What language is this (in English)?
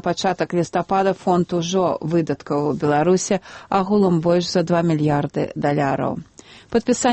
Belarusian